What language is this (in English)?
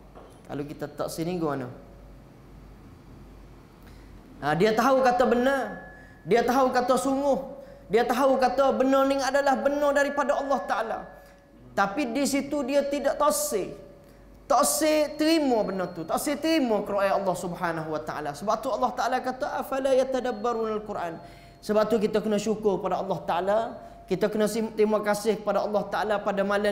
Malay